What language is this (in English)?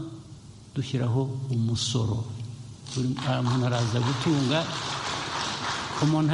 Kinyarwanda